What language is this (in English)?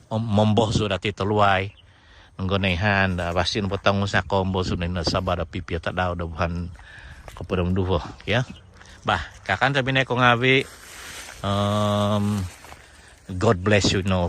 Central Dusun